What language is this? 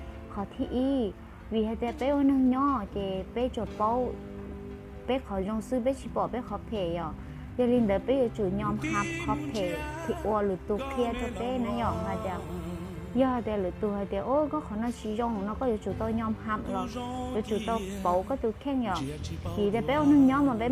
Hmong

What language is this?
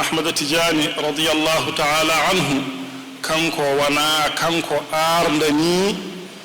Fula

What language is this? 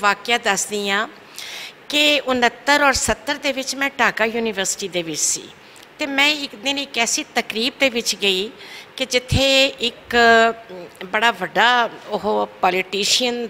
Western Panjabi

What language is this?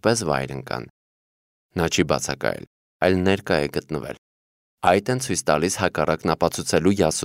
Armenian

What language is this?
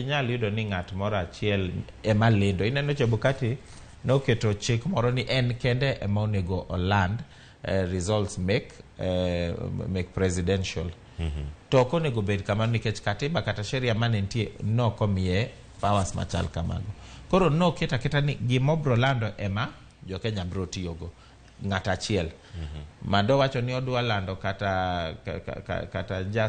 Luo (Kenya and Tanzania)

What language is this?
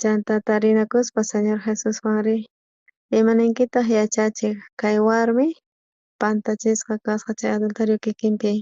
South Bolivian Quechua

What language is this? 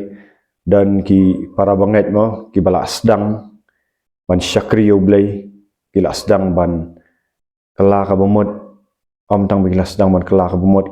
Khasi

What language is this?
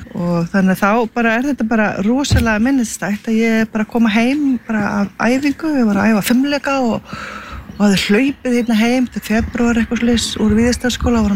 Icelandic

